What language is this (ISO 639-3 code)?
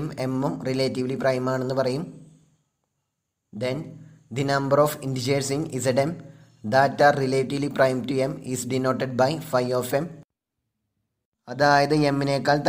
mal